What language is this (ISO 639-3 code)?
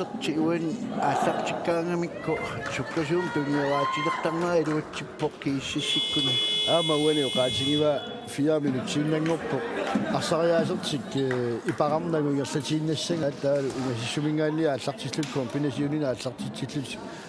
kal